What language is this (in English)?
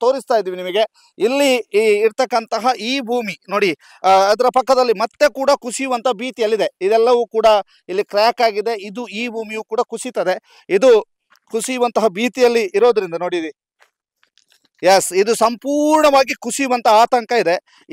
Kannada